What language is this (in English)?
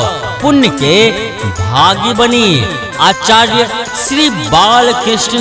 Maithili